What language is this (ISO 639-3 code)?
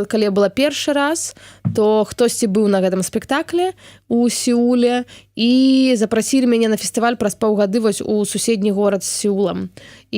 bel